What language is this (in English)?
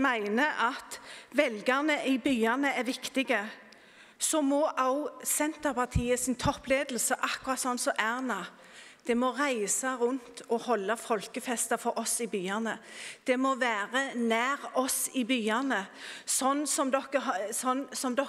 Norwegian